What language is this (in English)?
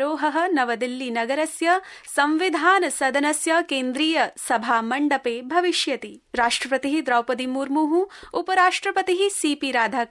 Sanskrit